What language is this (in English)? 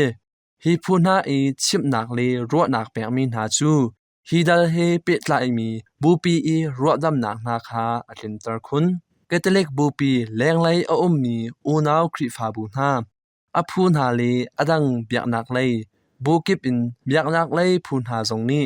Hakha Chin